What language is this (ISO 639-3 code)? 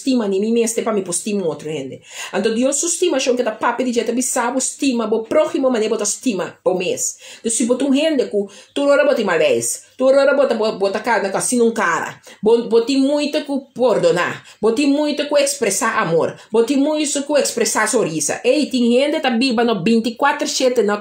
pap